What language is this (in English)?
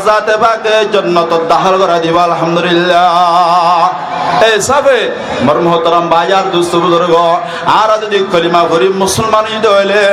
Rohingya